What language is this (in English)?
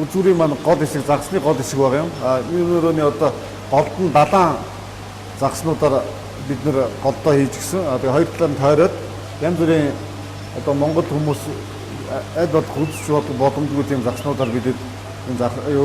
Mongolian